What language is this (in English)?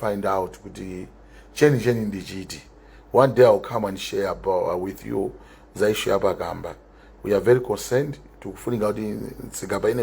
Nyanja